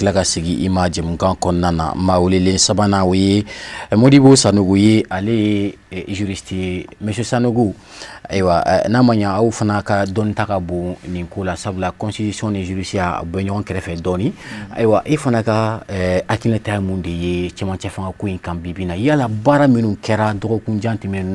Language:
Bambara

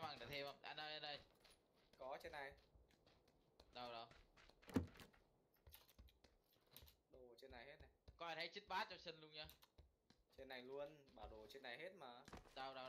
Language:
Vietnamese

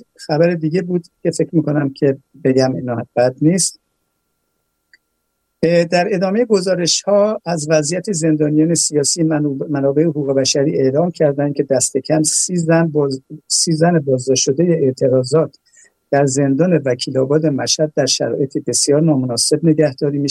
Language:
Persian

